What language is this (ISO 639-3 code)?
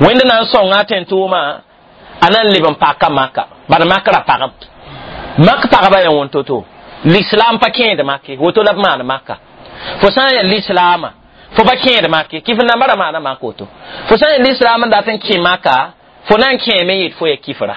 mos